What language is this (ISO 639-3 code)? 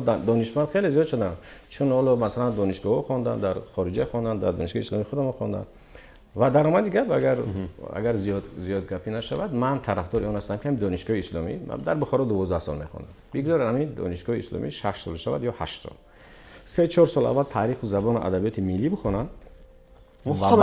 tgk